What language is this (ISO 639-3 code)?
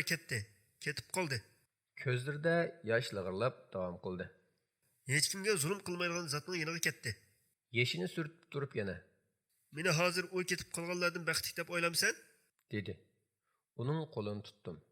uig